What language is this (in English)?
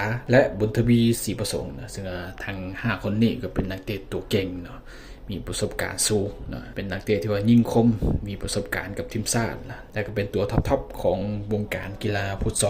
Lao